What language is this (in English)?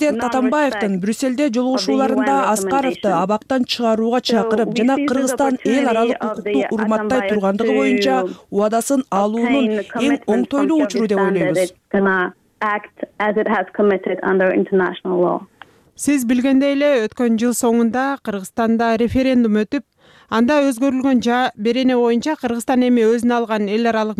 Kyrgyz